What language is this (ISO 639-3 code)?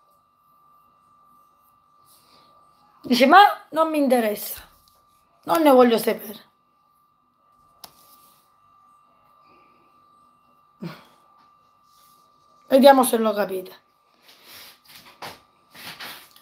ita